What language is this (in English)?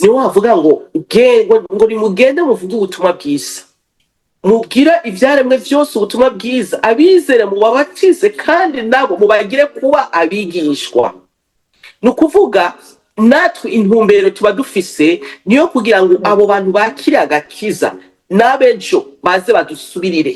Rundi